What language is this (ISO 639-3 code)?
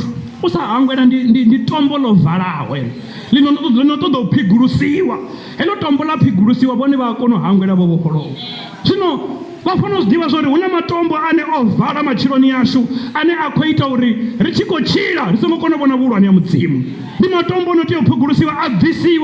ven